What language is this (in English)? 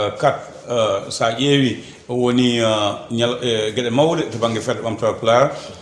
Fula